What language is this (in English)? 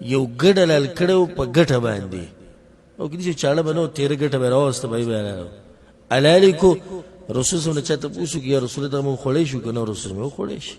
Pashto